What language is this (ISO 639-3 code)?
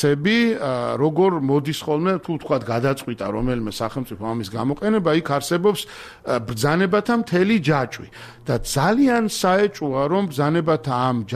kat